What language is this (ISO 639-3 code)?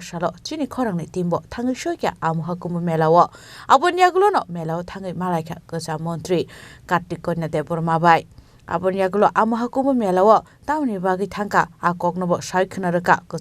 trp